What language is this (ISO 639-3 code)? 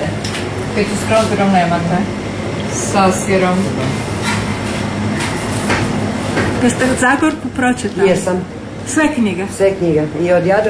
hrv